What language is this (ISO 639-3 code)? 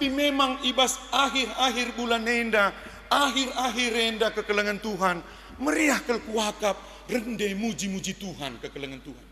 btx